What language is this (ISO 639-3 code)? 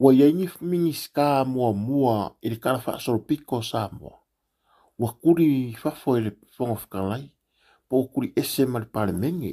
smo